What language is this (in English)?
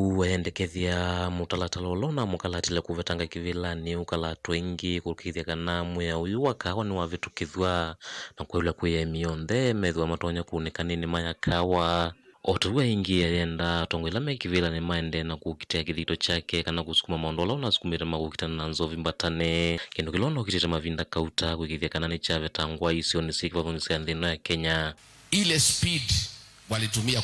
Kamba